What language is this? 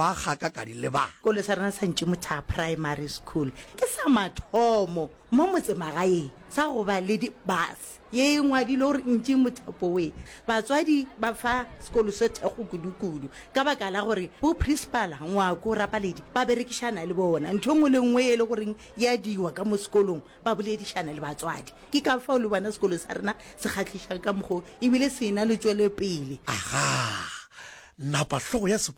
Northern Sotho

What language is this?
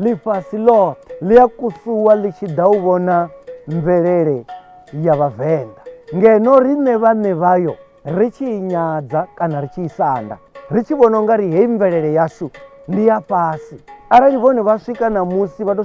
Venda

